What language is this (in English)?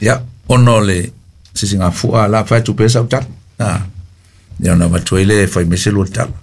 Samoan